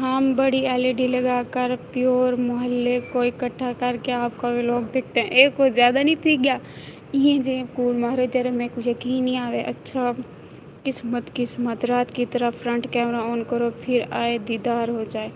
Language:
Saraiki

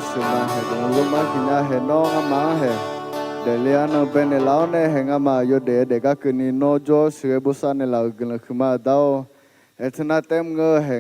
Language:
Akha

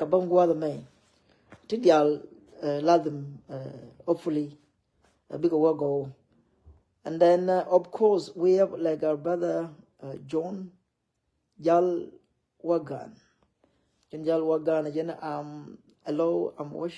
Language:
Nuer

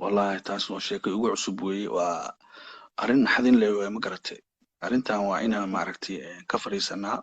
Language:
Somali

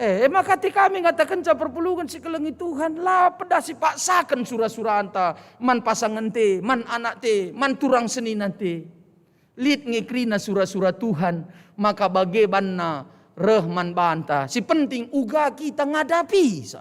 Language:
Batak Karo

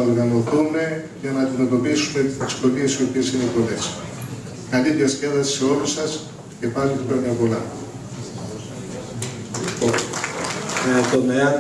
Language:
Greek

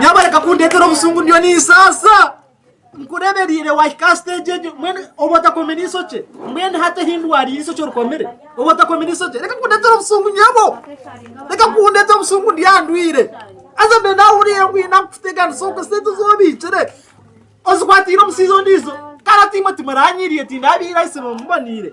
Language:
Nyankole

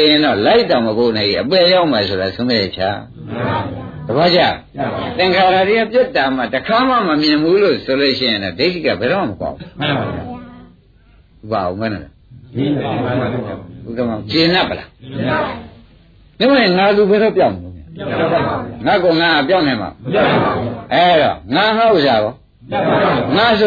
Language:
Burmese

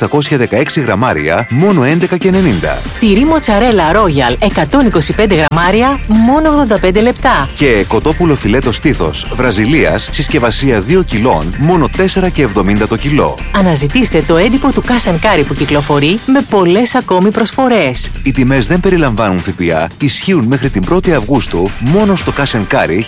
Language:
Greek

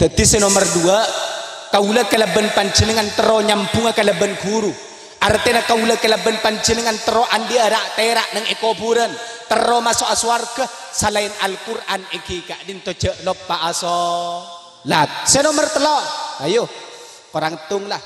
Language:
Madurese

